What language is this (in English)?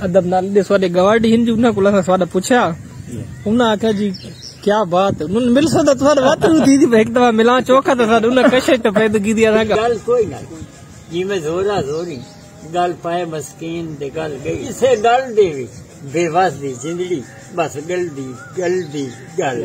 Saraiki